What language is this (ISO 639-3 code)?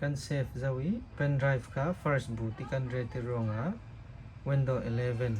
cfm